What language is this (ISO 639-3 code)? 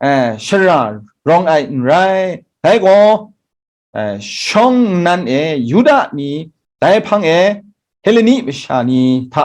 kac